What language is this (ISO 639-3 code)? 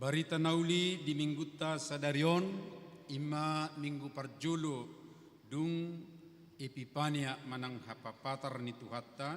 bbc